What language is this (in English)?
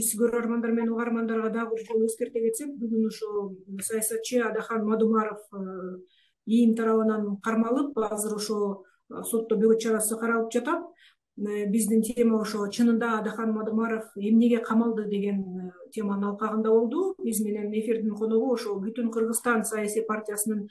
Kyrgyz